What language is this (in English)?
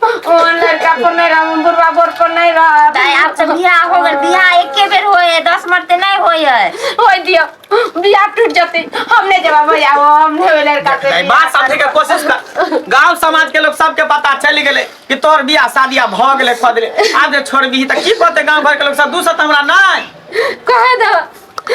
Maithili